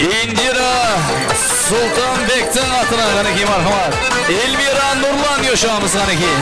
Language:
Kara-Kalpak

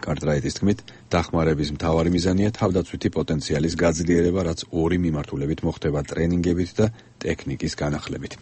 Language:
Georgian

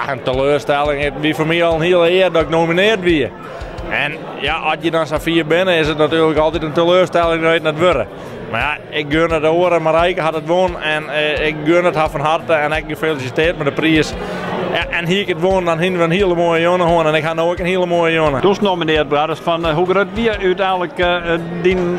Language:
Western Frisian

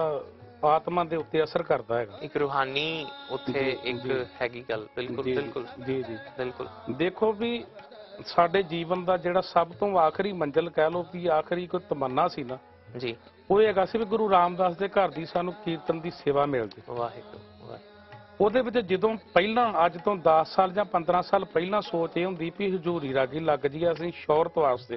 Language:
Punjabi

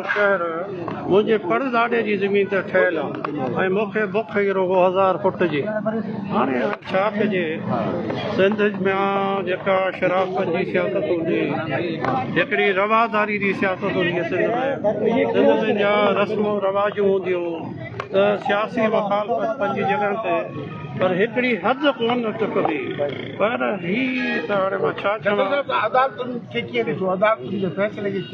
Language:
Sindhi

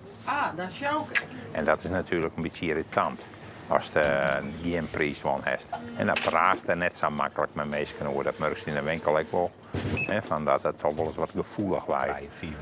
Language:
Western Frisian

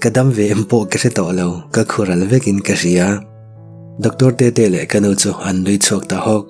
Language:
Mizo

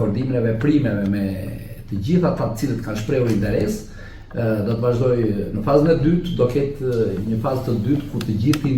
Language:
Albanian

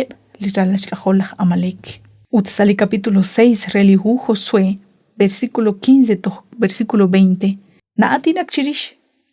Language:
Kekchí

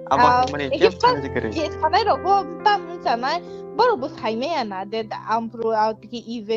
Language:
Kok Borok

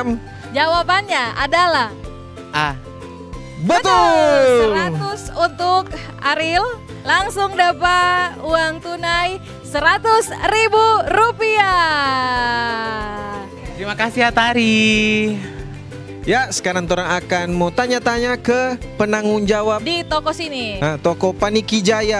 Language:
Manado Malay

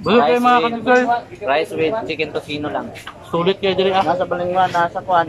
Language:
Cebuano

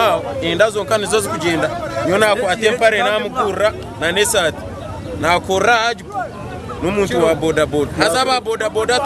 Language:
Nyankole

